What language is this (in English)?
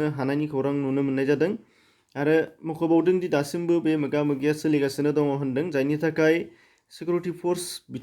Bodo